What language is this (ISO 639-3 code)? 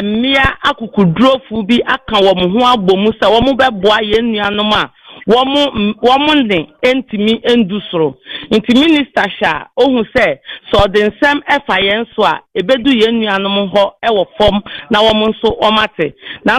aka